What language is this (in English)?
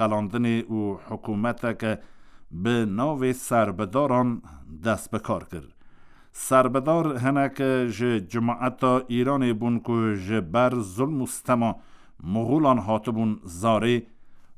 Kurdish